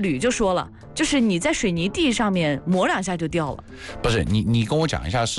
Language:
Chinese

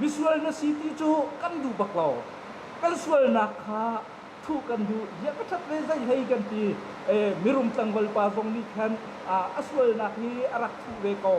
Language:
Hakha Chin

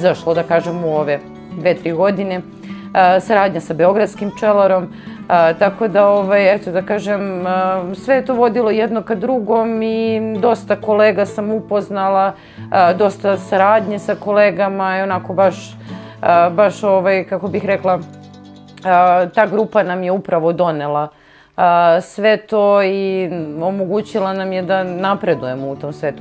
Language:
Serbian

